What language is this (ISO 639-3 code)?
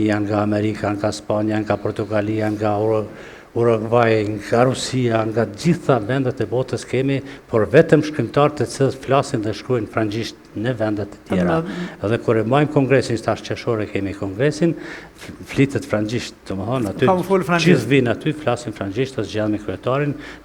sqi